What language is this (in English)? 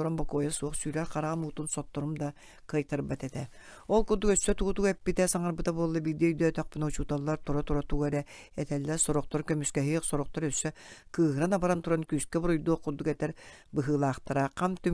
Yakut